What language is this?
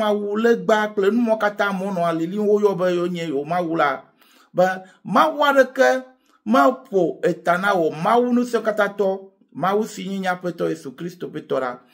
Ewe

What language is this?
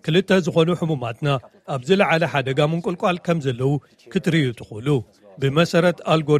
Tigrinya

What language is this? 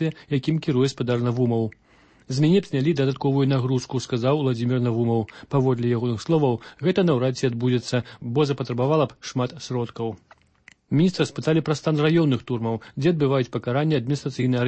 Belarusian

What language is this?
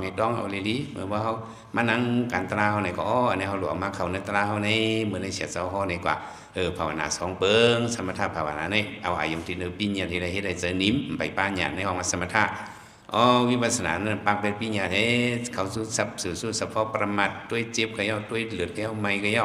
Shan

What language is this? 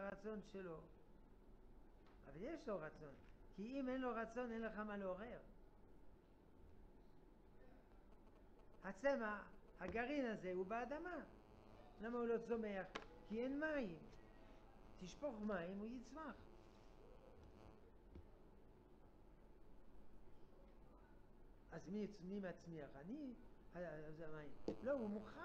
Hebrew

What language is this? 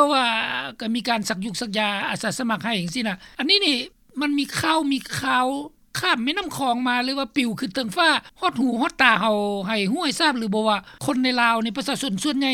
Lao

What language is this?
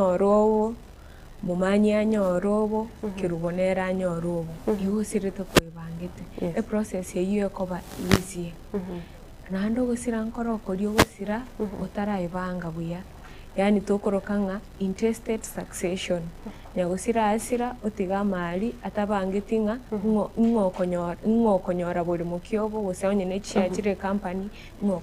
Gusii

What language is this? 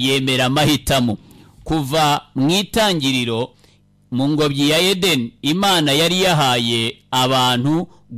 Kinyarwanda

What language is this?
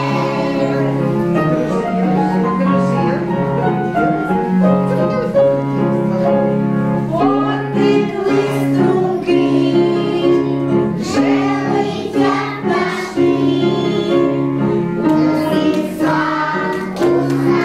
Ukrainian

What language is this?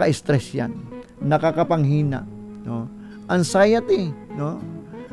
Filipino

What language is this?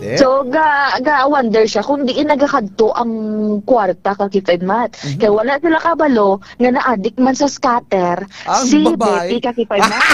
Hiligaynon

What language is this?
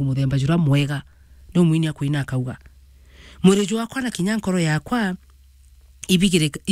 Meru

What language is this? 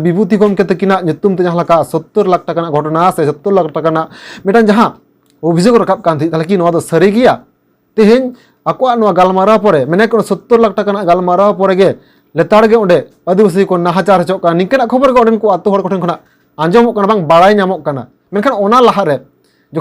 Santali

